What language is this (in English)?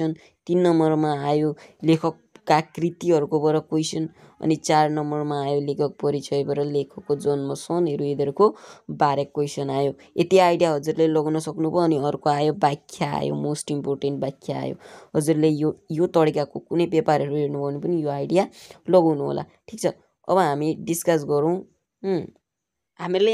Nepali